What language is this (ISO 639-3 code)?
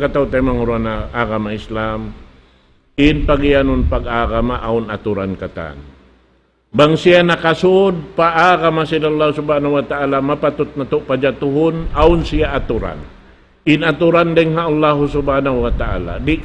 tsg